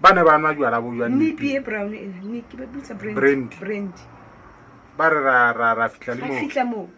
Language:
Southern Sotho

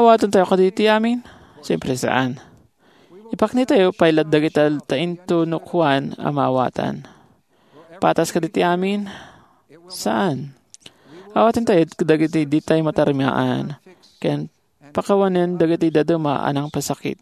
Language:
Iloko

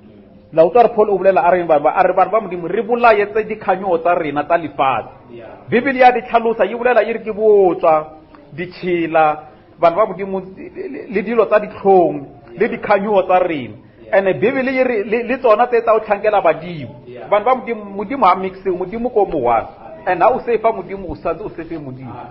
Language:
Northern Sotho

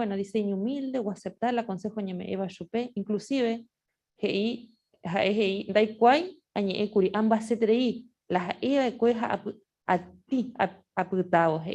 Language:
Guarani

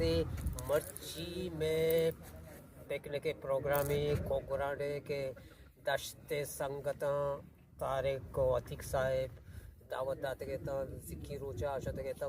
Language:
Eastern Balochi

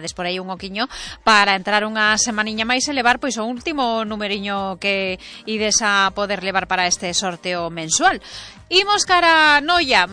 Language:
Galician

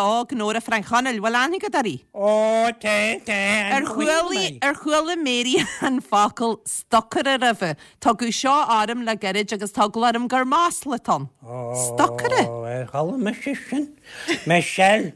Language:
Irish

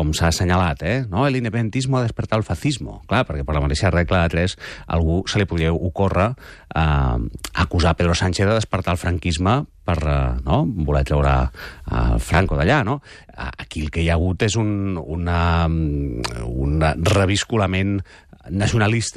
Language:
Catalan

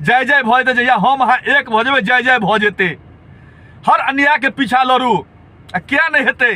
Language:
Maithili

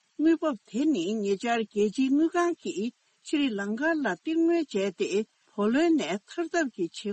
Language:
Tibetan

